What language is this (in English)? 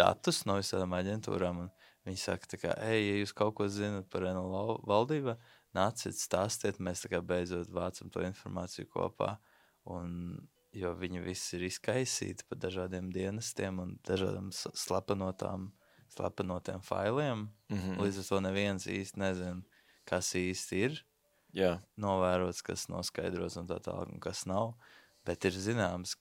Latvian